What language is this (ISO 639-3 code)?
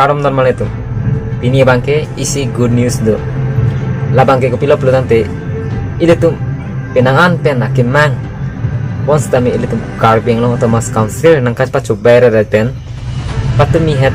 mjw